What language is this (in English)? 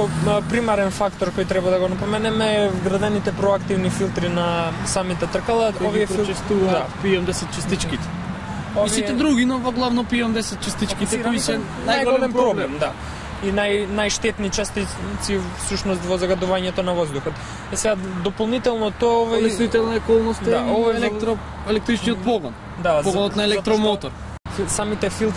Macedonian